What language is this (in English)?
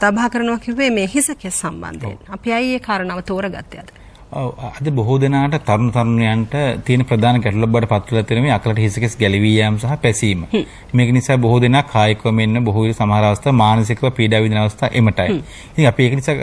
Sinhala